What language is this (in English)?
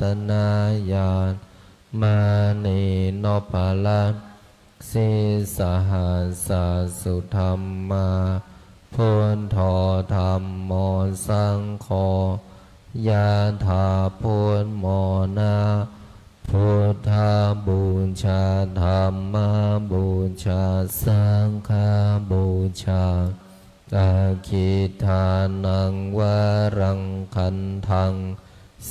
Pali